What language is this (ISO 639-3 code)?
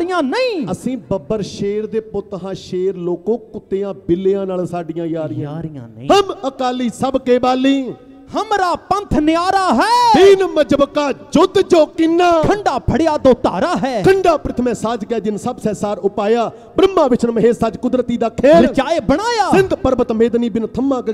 pan